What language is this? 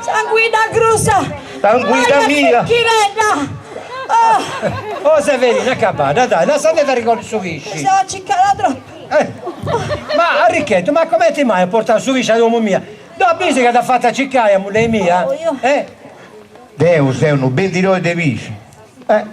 Sardinian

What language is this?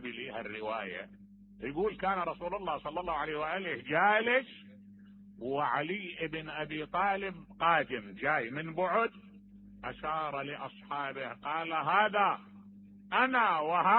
Mesopotamian Arabic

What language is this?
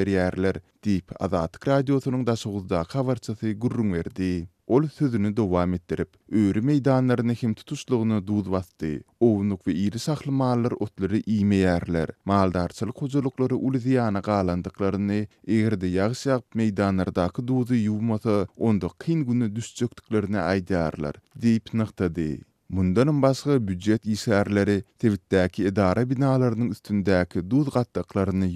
Turkmen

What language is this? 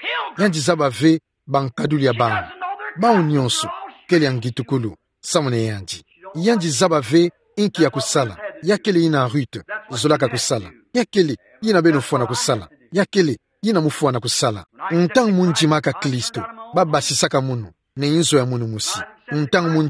Kituba (Democratic Republic of Congo)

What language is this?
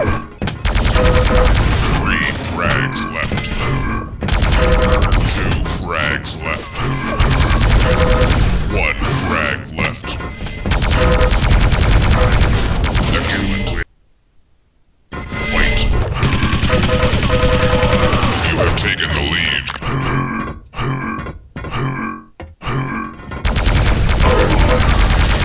English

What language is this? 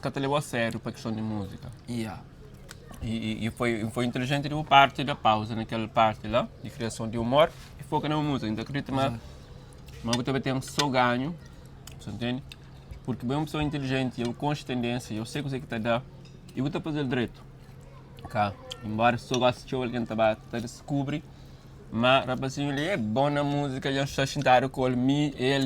Kabuverdianu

